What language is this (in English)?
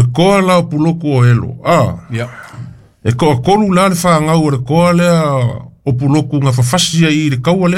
Samoan